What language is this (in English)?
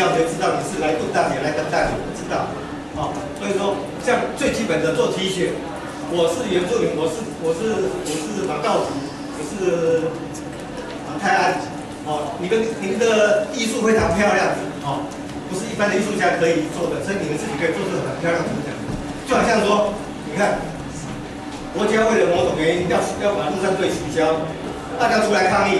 Chinese